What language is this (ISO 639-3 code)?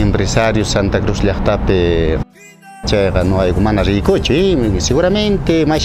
quh